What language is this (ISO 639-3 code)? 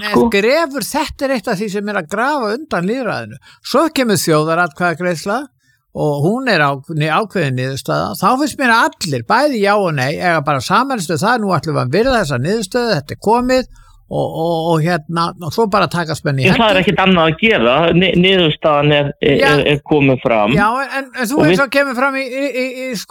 isl